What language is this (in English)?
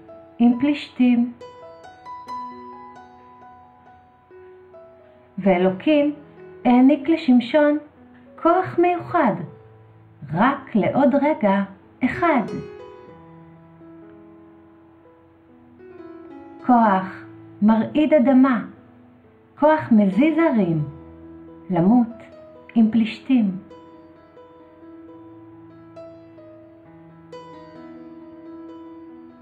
Hebrew